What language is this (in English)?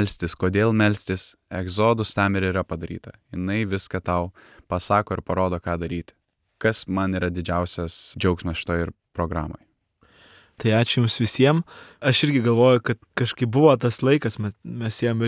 Lithuanian